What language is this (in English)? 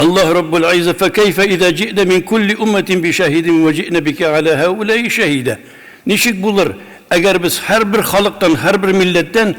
Tatar